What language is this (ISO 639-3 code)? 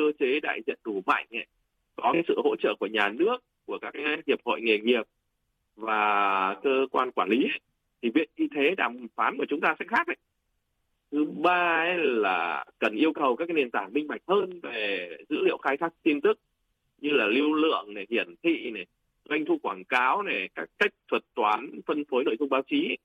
vie